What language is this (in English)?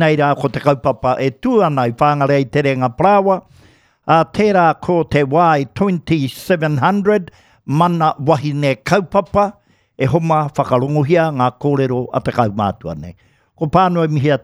Māori